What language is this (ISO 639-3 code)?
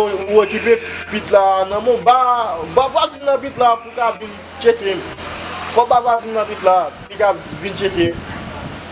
hat